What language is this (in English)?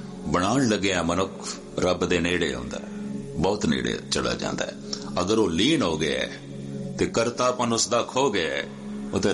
Punjabi